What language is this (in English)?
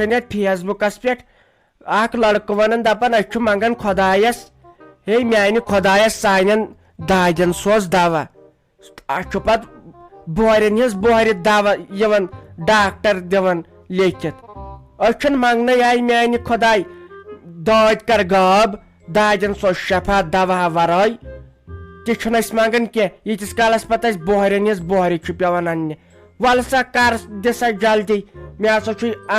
Kashmiri